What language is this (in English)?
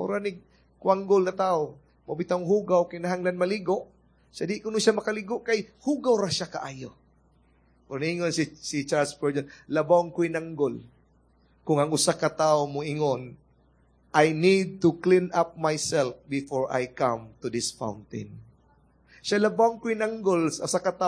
Cebuano